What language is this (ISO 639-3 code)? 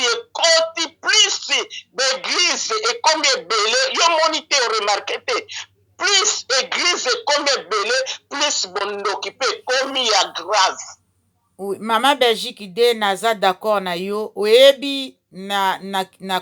lin